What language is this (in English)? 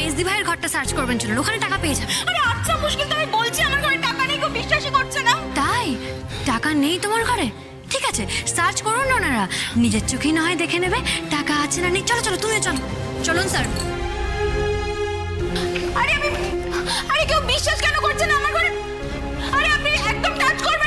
Bangla